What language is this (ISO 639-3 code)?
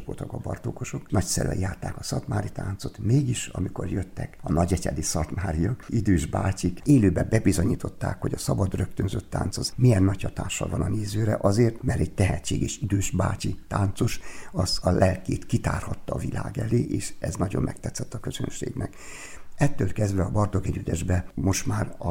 hun